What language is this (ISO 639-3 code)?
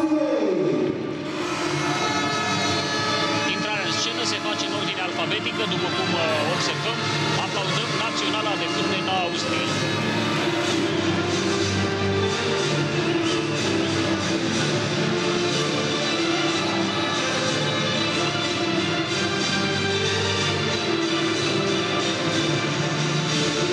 ron